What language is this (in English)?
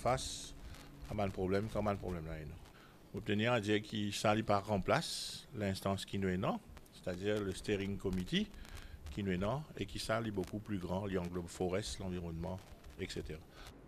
Morisyen